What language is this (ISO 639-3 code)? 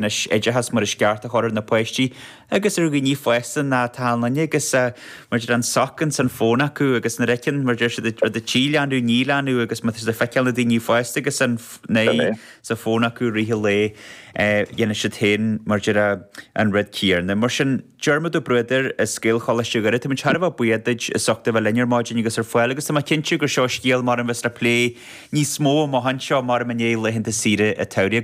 gle